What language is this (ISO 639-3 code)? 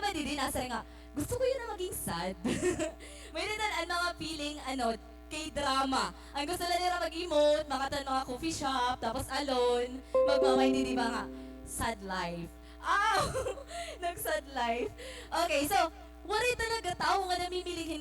war